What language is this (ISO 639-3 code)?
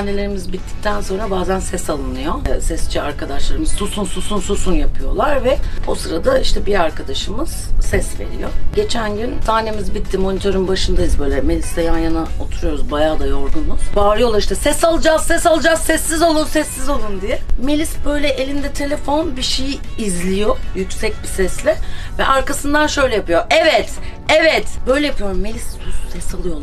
tur